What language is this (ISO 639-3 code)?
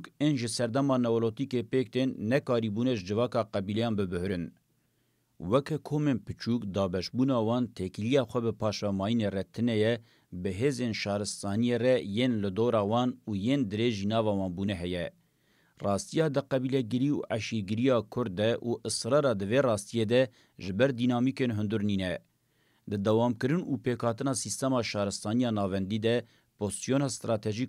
kur